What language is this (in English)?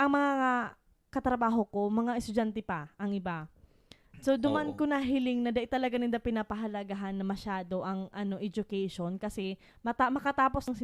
Bikol